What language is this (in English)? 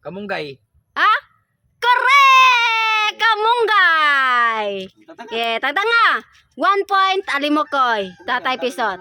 Cebuano